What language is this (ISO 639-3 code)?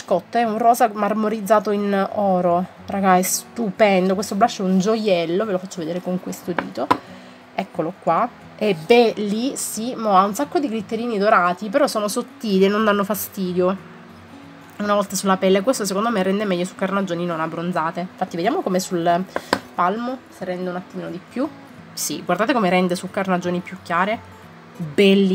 ita